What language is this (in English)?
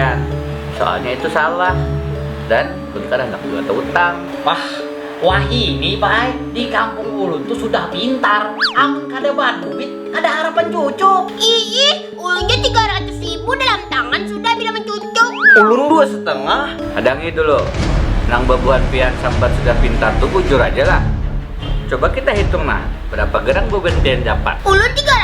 Banjar